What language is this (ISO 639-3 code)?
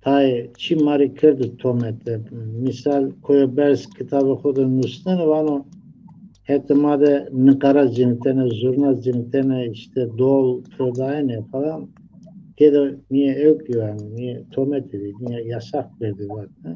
zza